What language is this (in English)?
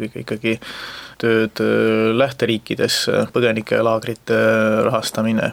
Estonian